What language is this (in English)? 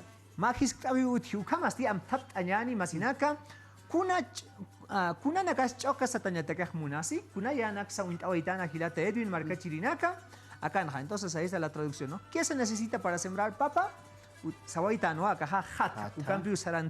Aymara